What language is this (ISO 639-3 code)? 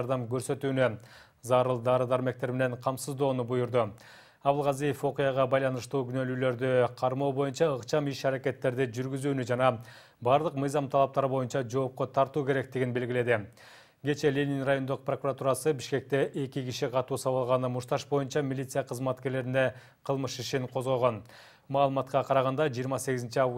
kir